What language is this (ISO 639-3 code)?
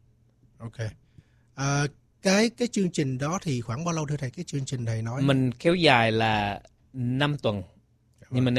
vie